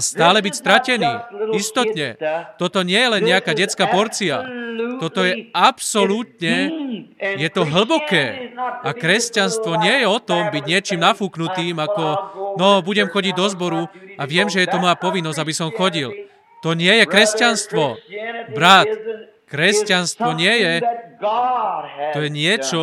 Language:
Slovak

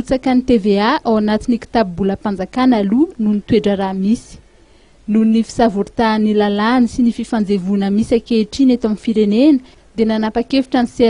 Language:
Malagasy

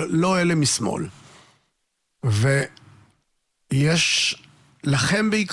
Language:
Hebrew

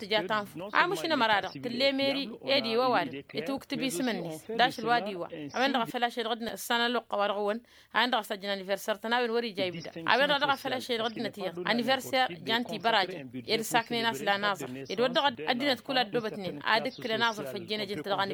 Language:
Tamasheq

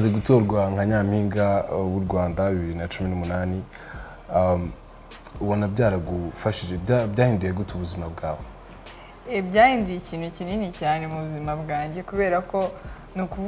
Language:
Kinyarwanda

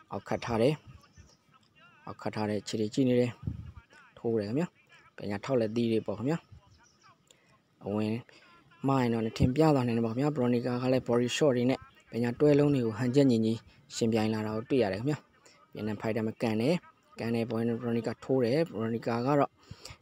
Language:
Burmese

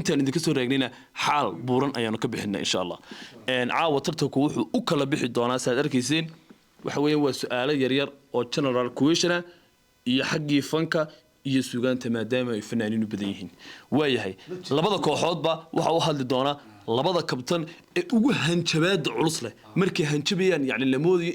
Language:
Somali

